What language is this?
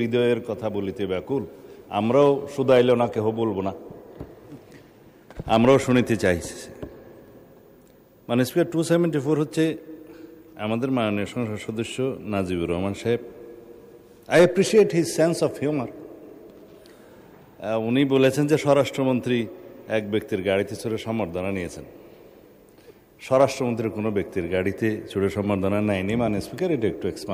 Bangla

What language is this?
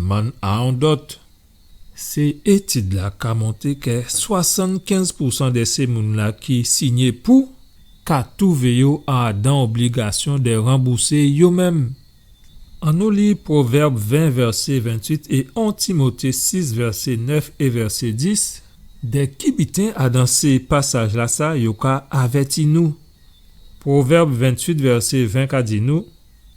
Guadeloupean Creole French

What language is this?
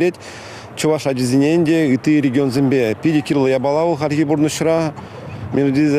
Chuvash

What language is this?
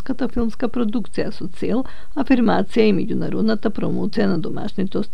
Macedonian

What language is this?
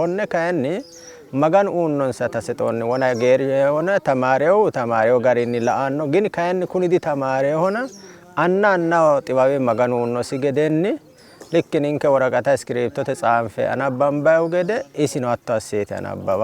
Sidamo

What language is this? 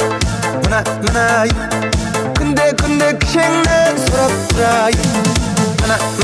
Kara-Kalpak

